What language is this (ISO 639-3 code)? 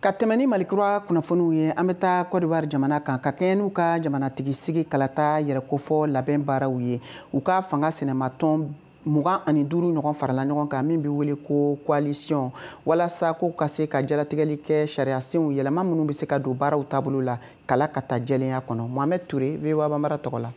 bam